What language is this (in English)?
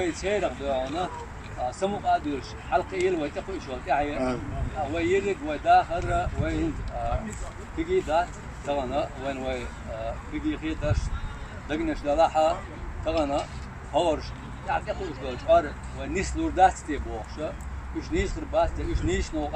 Chechen